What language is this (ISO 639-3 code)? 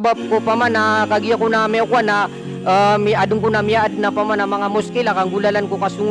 mrw